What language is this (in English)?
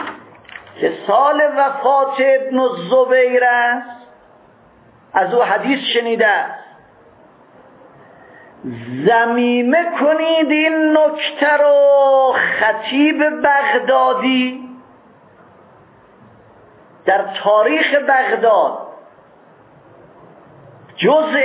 Persian